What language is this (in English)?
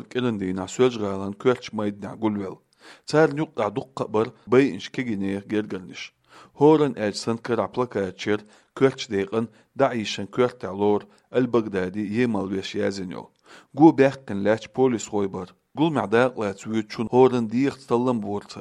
Chechen